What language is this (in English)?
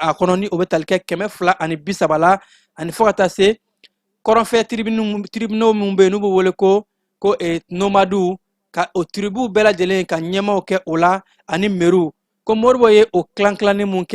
Bambara